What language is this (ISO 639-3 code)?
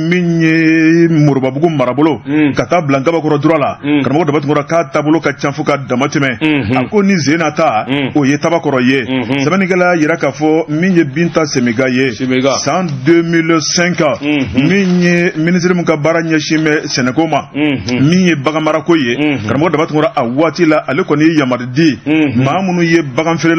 bam